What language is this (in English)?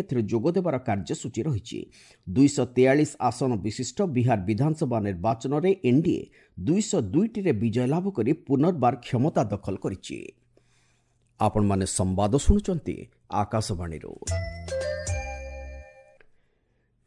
Odia